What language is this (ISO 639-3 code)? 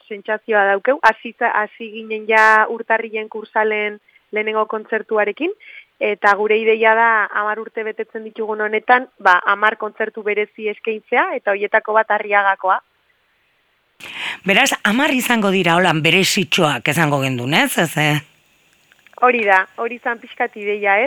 eus